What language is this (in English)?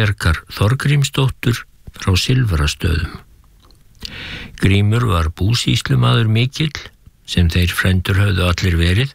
Icelandic